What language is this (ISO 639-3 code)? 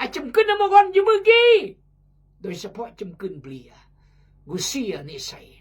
kjg